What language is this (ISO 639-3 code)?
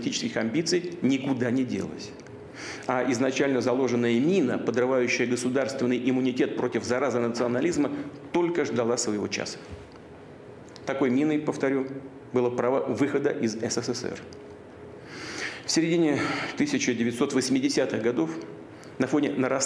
rus